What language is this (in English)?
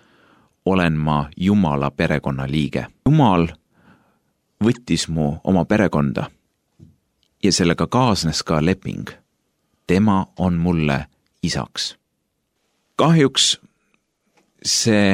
Estonian